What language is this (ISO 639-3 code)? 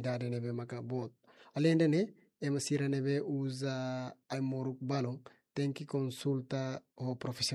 tet